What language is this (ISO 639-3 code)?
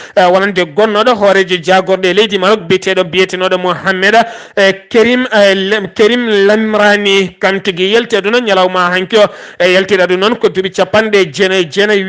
ful